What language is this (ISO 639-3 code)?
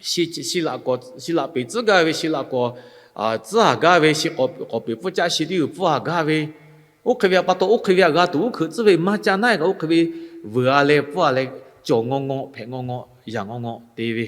lhu